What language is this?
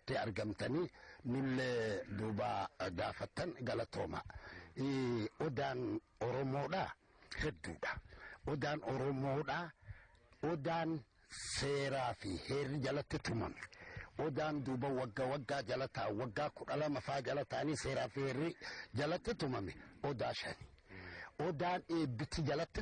Oromo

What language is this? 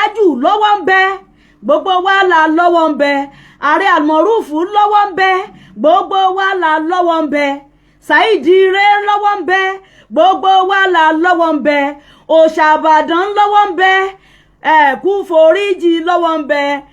Yoruba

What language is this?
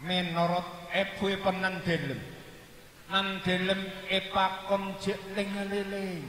Madurese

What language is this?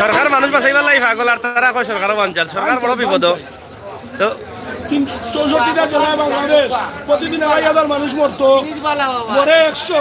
Sylheti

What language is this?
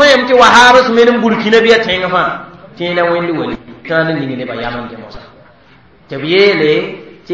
Mossi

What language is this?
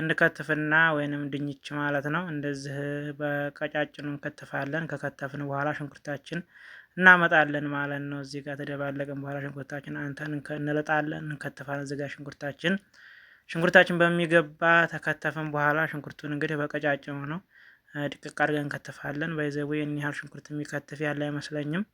Amharic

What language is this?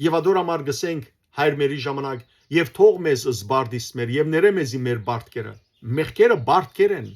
Western Armenian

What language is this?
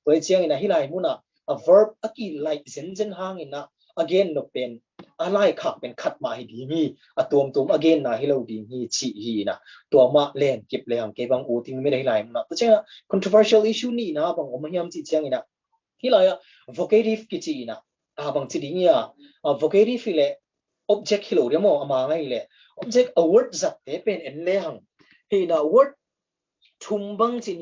Tedim Chin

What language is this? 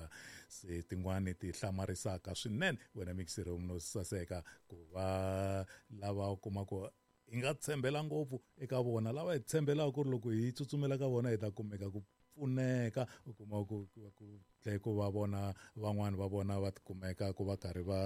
Tsonga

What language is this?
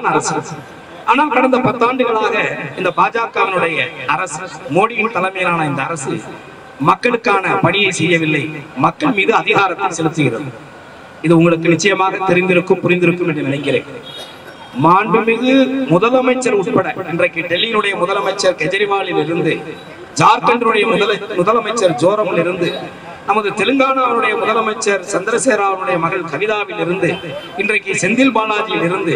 Tamil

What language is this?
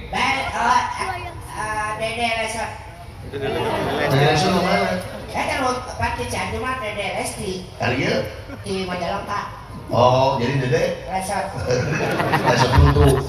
Sundanese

